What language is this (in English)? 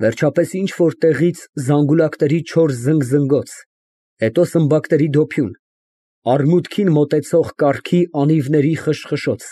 Armenian